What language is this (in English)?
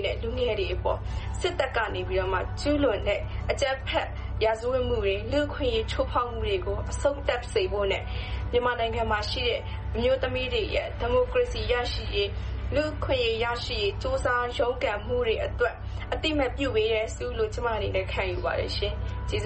Burmese